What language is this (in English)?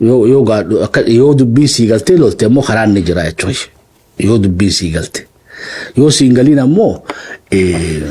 Oromo